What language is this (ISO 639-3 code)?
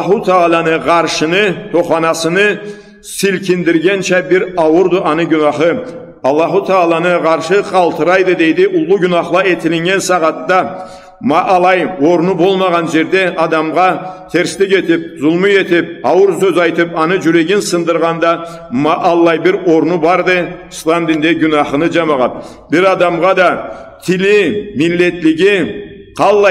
krc